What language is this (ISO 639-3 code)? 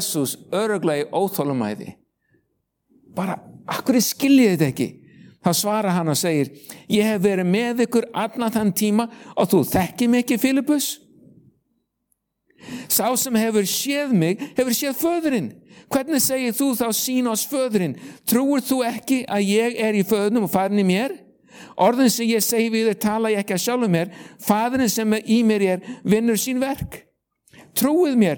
isl